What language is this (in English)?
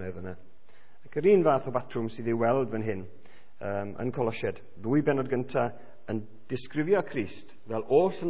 Welsh